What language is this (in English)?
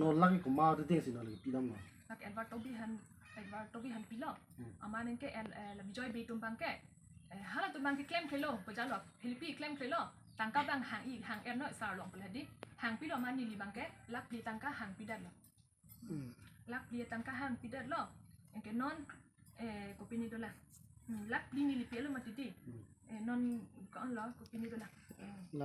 Karbi